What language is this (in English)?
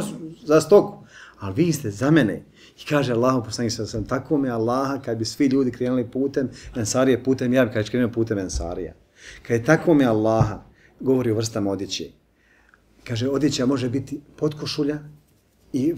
Bosnian